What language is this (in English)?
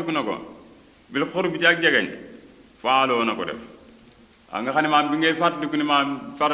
Wolof